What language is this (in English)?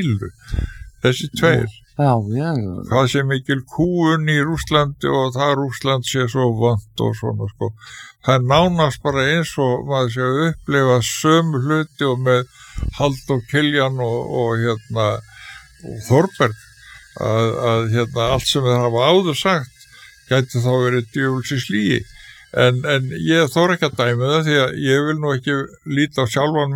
Icelandic